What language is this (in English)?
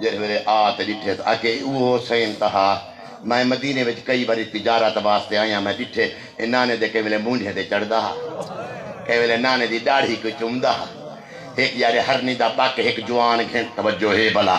Saraiki